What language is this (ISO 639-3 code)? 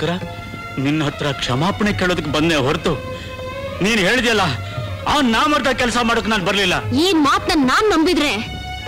kan